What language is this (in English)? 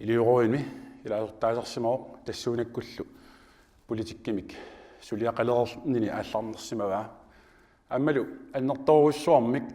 Kalaallisut